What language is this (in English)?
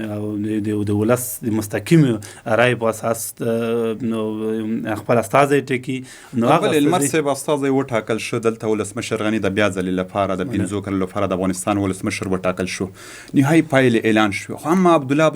Pashto